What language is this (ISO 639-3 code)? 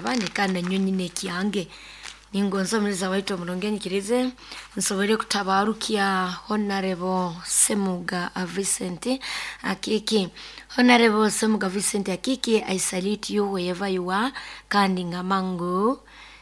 nyo